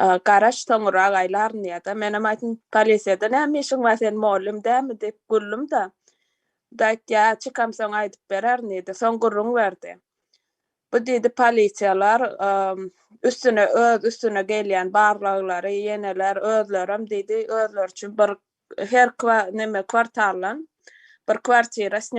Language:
Turkmen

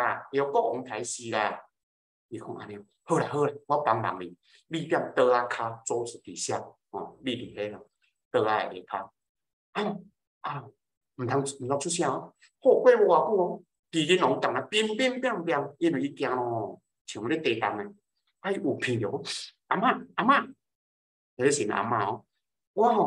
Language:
Min Nan Chinese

